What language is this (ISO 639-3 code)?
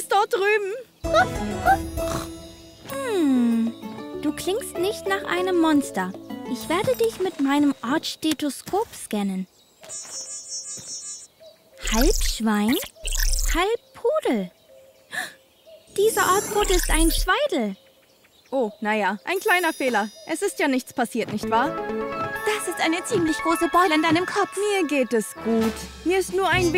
deu